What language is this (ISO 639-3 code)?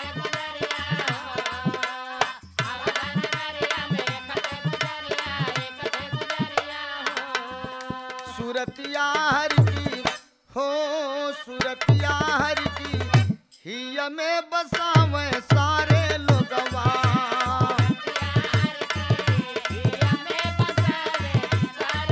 bho